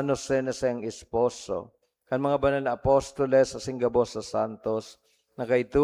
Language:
Bikol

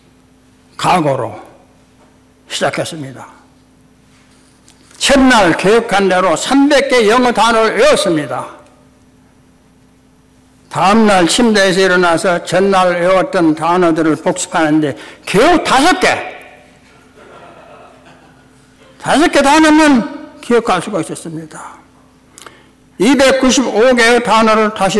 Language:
Korean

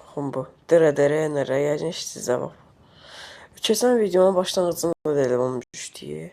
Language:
Azerbaijani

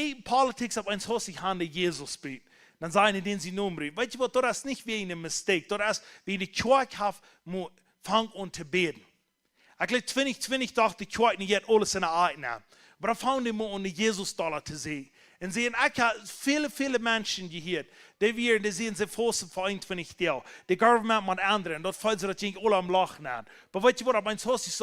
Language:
Plautdietsch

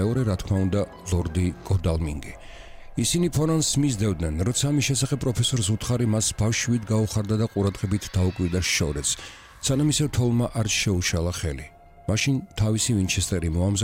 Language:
Georgian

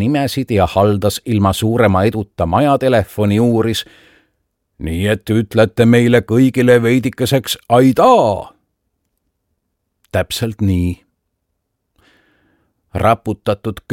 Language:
Estonian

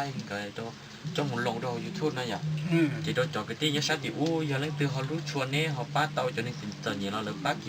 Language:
Hmong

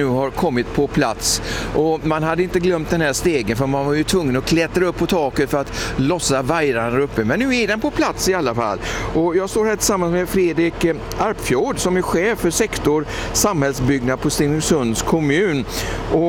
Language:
Swedish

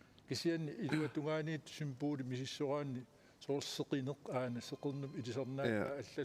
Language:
Kalaallisut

